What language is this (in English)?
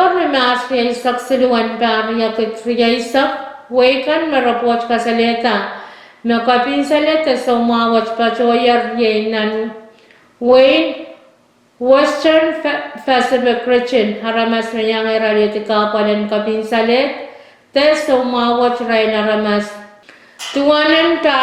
Pohnpeian